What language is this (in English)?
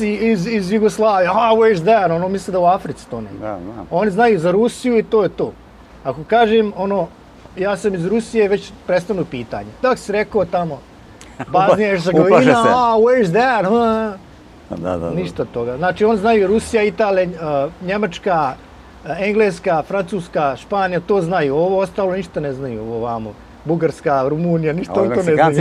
Bosnian